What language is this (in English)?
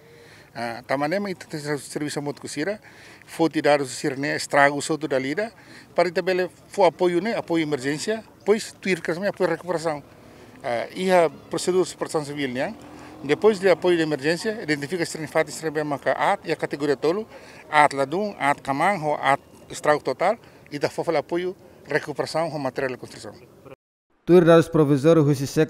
Tetum